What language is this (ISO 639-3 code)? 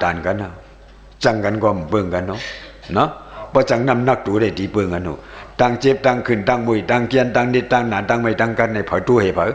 shn